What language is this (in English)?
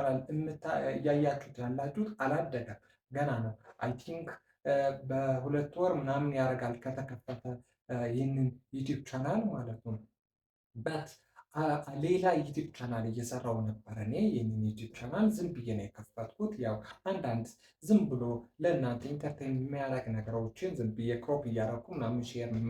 Amharic